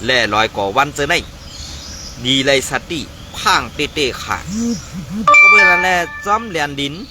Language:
Shan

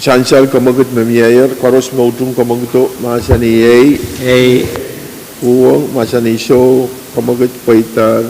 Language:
Pohnpeian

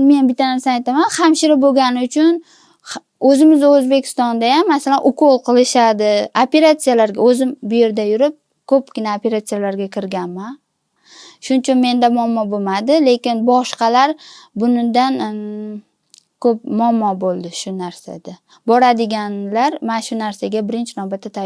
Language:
Uzbek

